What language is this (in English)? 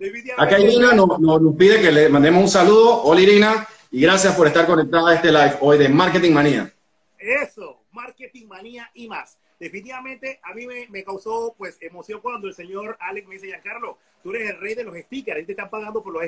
Spanish